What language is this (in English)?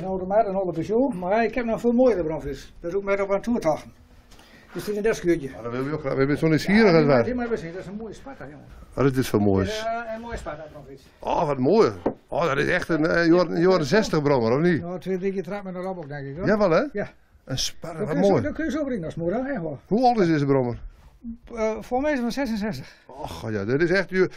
Dutch